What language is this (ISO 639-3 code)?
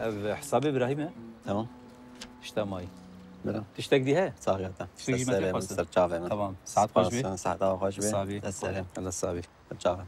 kur